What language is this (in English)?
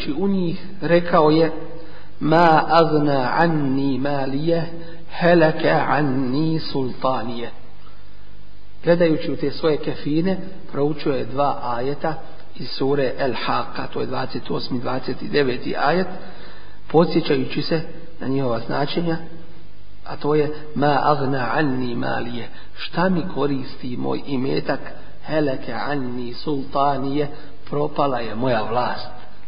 Bosnian